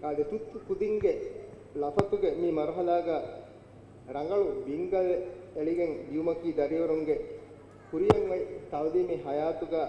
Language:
Divehi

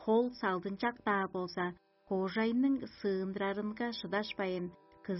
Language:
Tuvinian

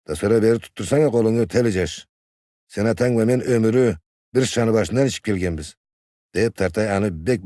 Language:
Karachay-Balkar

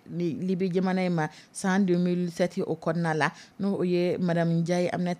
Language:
Dyula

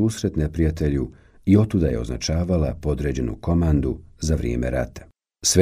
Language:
Bosnian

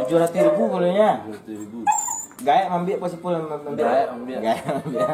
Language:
Minangkabau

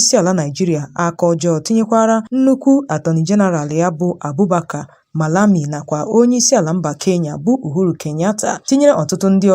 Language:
Igbo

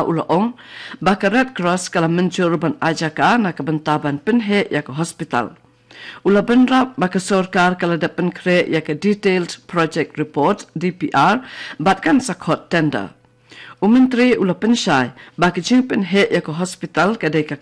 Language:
Khasi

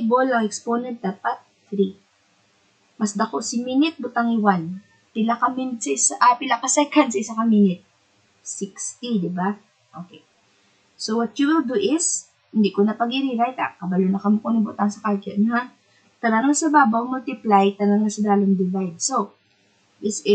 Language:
Hiligaynon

